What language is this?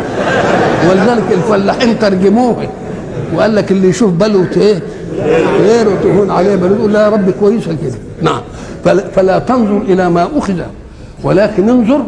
Egyptian Arabic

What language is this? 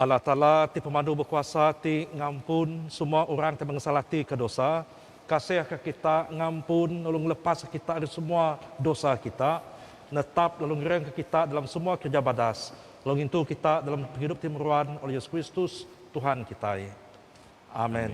Iban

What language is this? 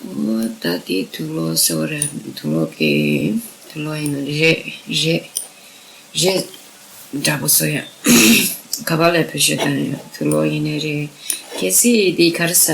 Tibetan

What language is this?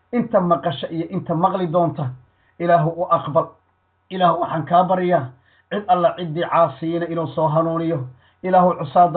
Somali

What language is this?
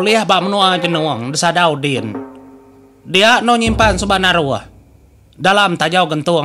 Iban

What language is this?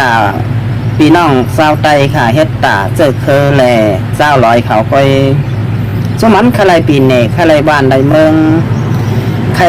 Shan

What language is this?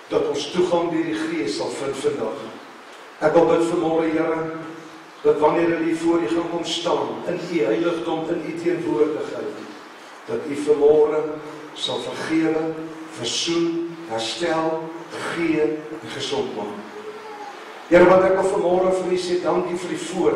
Afrikaans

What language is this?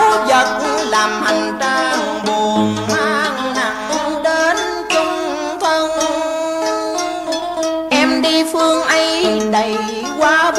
Vietnamese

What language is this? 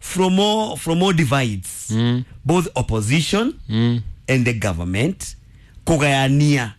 Kikuyu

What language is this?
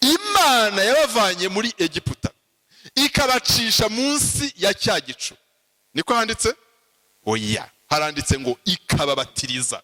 Kinyarwanda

